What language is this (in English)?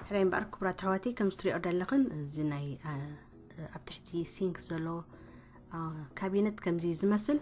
Tigrinya